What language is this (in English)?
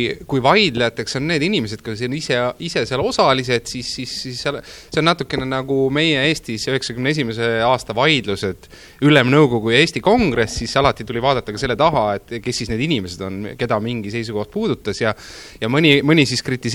Estonian